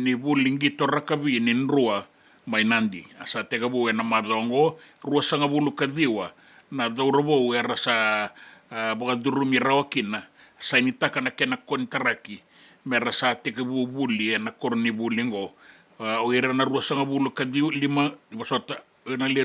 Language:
Fijian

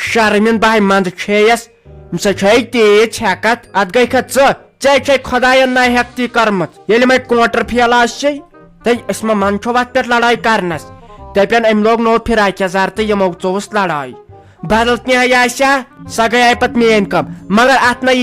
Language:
Kashmiri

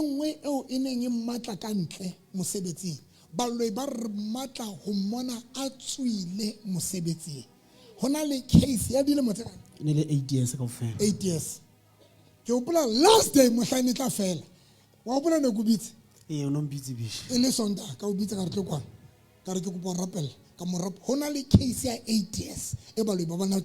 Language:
Southern Sotho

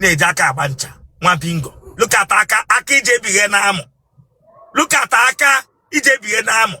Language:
Igbo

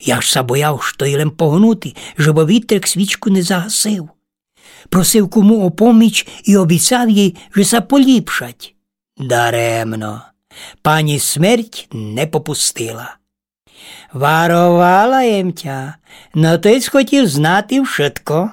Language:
Rusyn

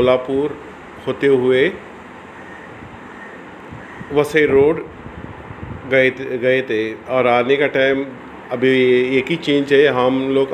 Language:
Hindi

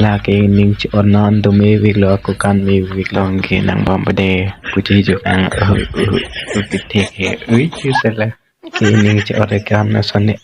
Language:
Karbi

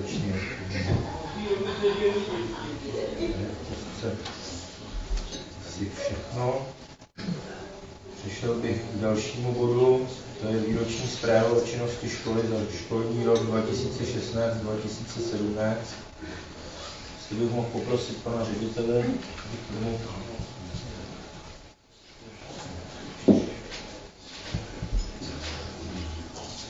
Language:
Czech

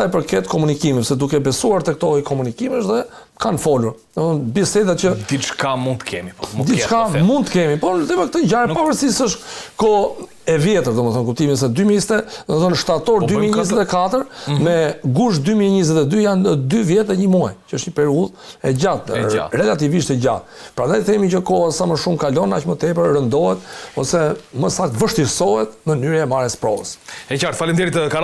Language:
Albanian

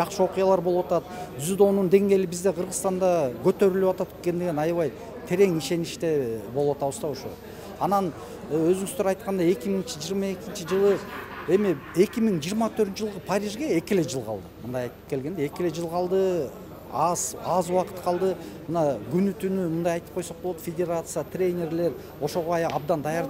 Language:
Kyrgyz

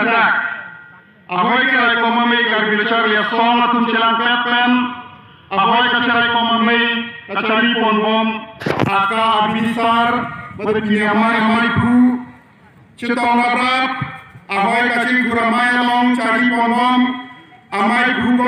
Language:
Karbi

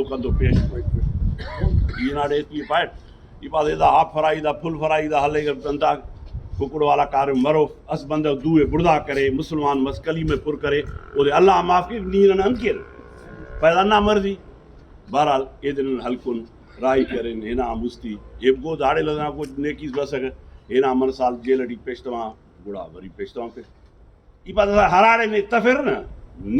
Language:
Brahui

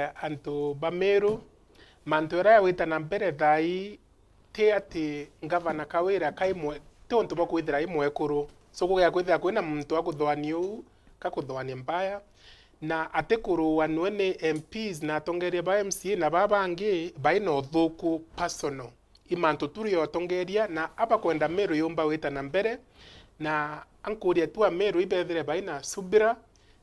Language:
Meru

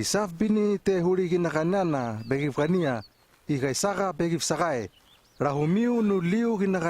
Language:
Hano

